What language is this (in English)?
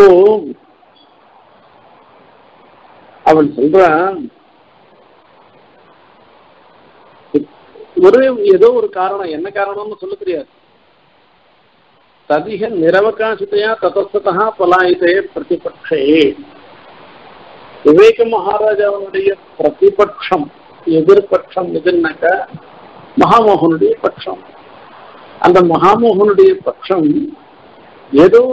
Tamil